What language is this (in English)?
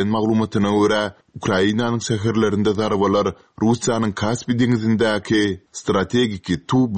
Turkmen